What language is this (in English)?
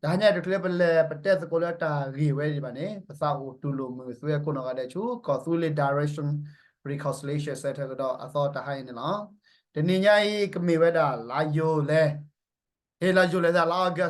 S'gaw Karen